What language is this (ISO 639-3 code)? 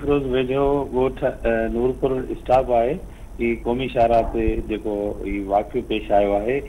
snd